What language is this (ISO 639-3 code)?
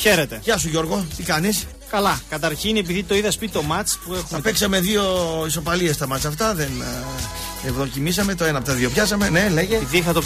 ell